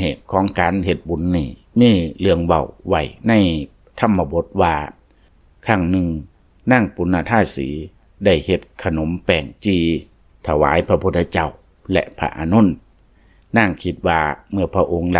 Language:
Lao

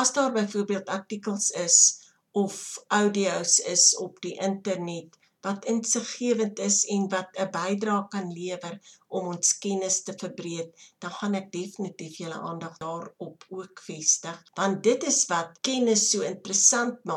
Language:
Afrikaans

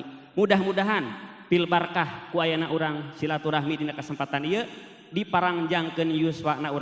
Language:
Sundanese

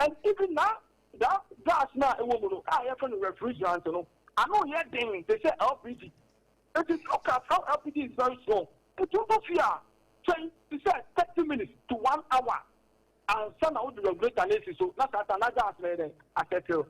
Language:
Akan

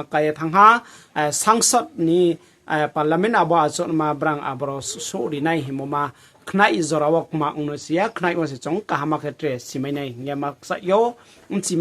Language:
Riang (India)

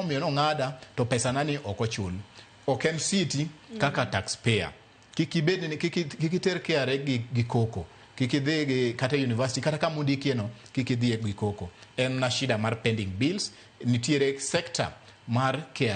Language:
Luo (Kenya and Tanzania)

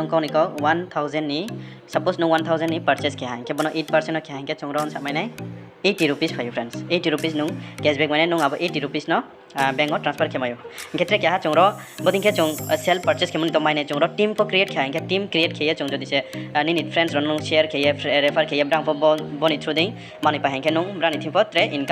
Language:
Riang (India)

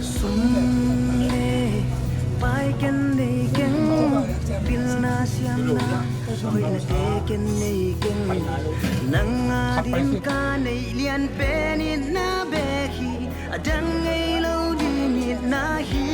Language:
Tedim Chin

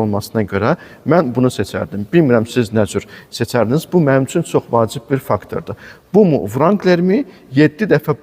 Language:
Azerbaijani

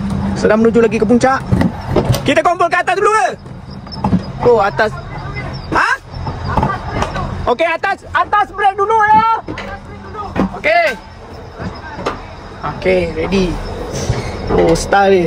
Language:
Malay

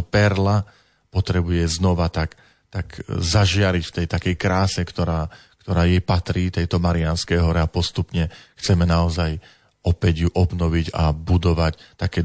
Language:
Slovak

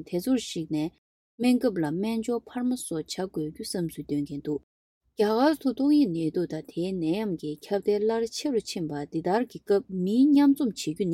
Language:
Tibetan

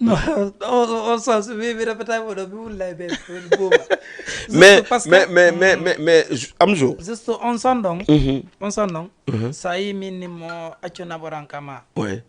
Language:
Fula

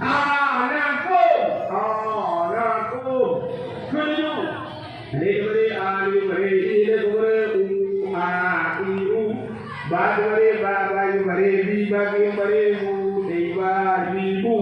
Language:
Achinese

